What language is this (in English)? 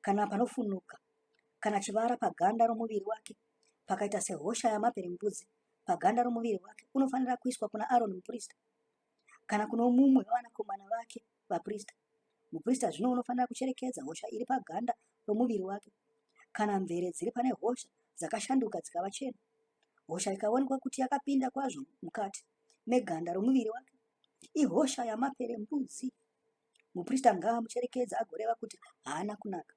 Shona